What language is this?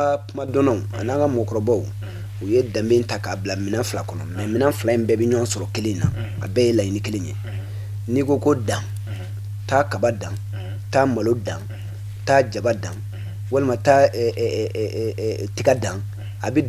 Bambara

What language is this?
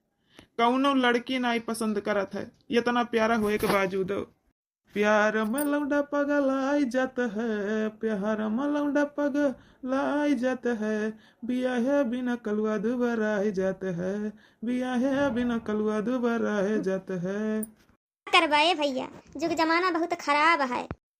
Awadhi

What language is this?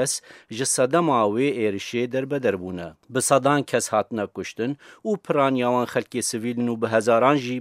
Kurdish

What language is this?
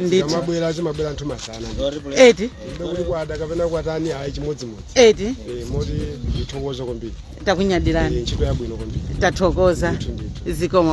Nyanja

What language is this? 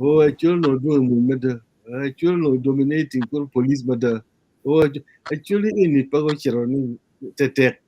Acoli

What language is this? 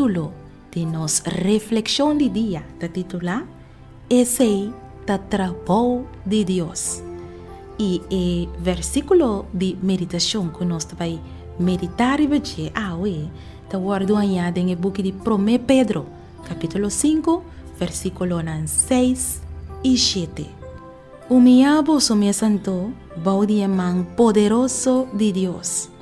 Papiamento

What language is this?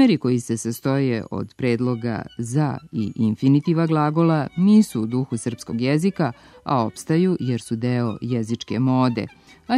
Serbian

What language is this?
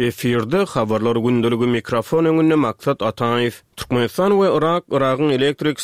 Turkmen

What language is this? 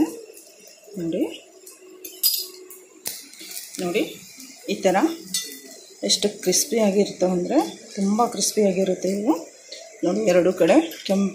Kannada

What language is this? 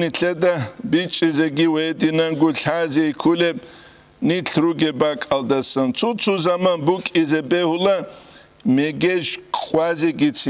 Avaric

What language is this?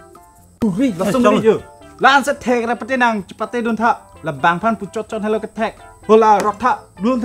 Karbi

